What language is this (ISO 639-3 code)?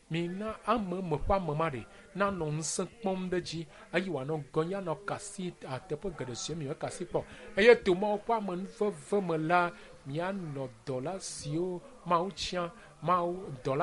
ewe